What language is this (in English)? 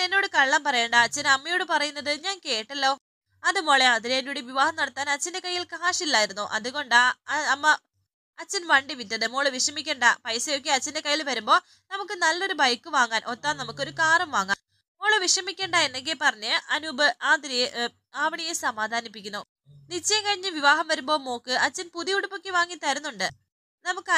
Malayalam